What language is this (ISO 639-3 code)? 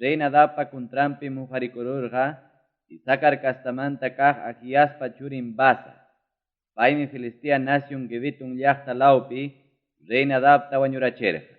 quy